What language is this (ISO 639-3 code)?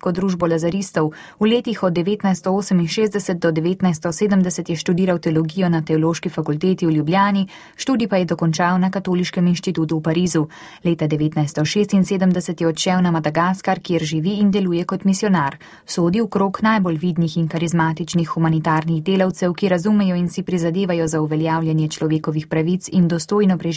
slv